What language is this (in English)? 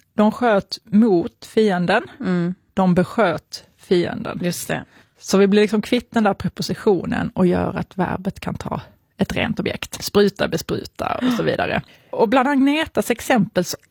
Swedish